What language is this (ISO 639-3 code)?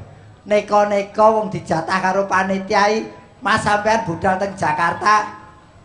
jav